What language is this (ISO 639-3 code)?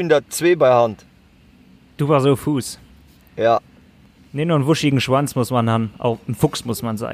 ltz